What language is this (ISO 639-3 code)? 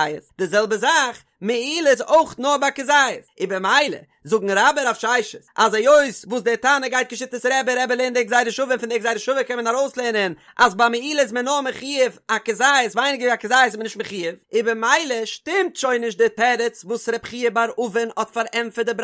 yid